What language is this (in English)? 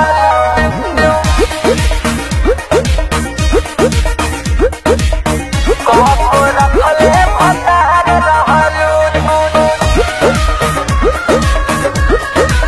Bhojpuri